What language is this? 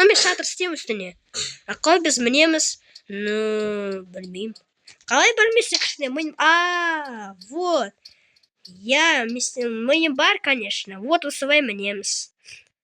Kazakh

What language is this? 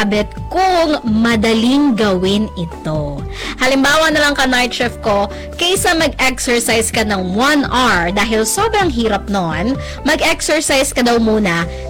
Filipino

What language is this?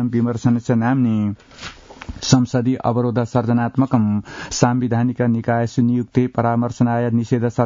Sanskrit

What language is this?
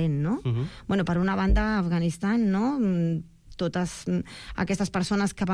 Catalan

